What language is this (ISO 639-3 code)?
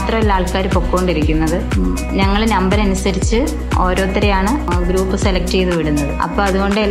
mal